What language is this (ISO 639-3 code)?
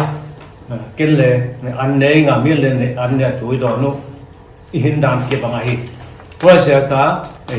pck